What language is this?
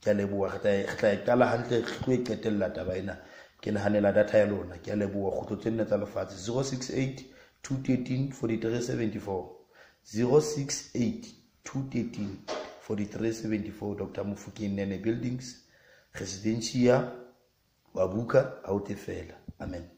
Southern Sotho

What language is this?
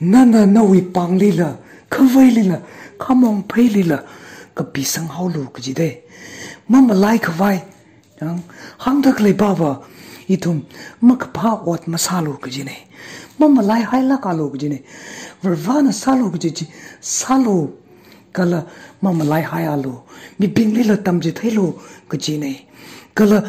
Tangkhul Naga (India)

